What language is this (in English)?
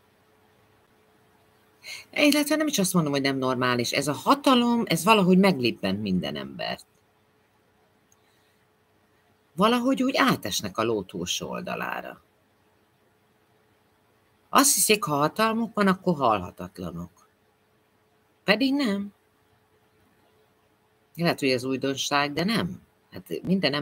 Hungarian